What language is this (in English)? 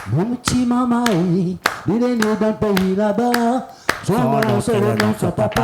Réunion Creole French